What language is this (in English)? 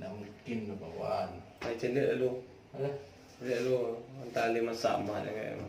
Minangkabau